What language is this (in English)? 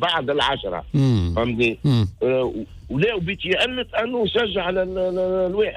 Tunisian Arabic